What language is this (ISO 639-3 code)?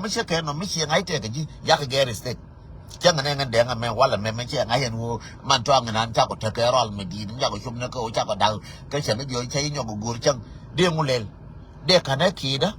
nus